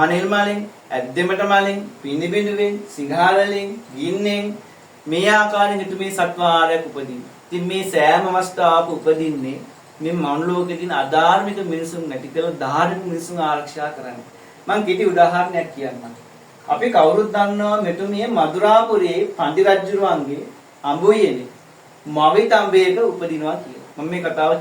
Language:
Sinhala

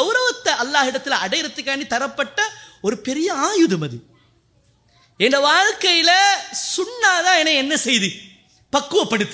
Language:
Tamil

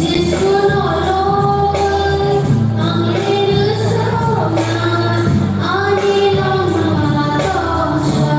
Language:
Kok Borok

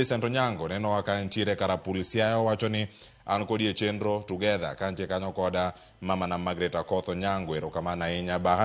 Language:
Luo (Kenya and Tanzania)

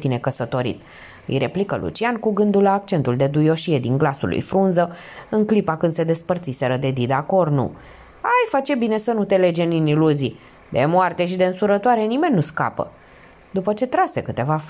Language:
Romanian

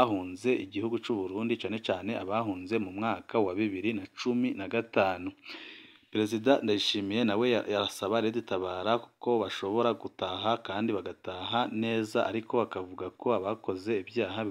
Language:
Rundi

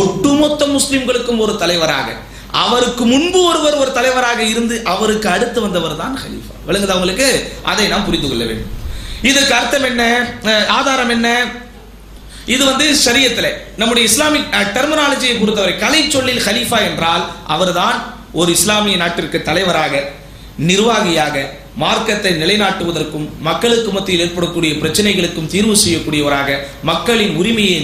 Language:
Tamil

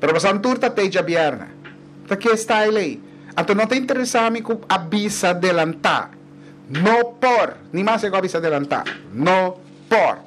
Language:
Papiamento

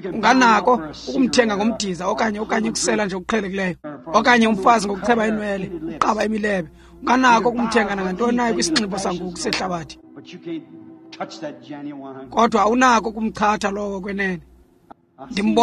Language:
Xhosa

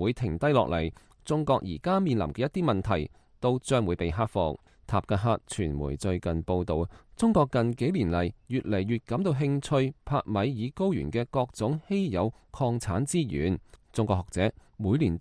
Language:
Cantonese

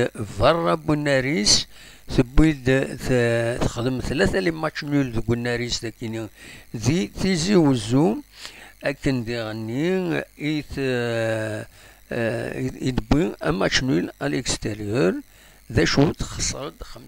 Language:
Kabyle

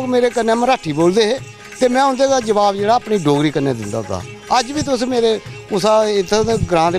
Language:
Dogri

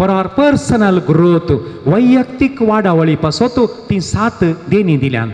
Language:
Konkani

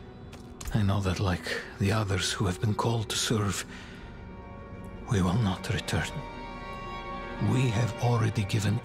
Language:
English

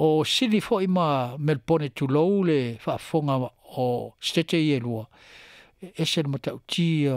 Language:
Samoan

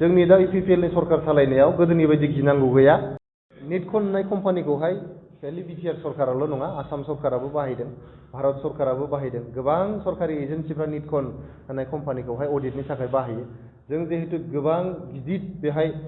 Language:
Bodo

